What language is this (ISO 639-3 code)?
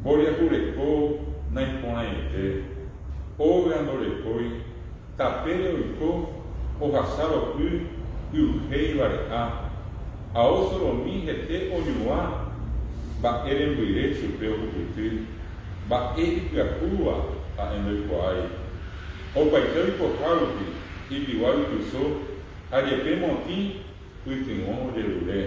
grn